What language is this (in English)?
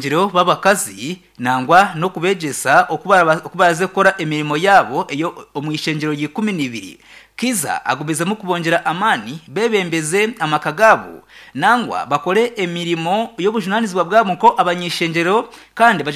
Nyankole